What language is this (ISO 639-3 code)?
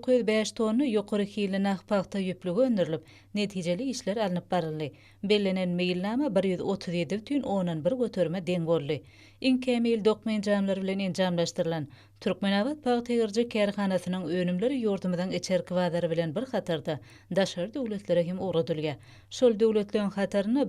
tuk